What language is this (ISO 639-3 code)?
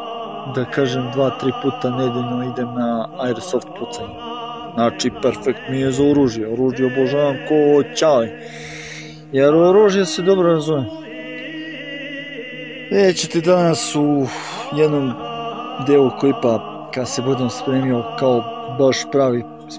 srp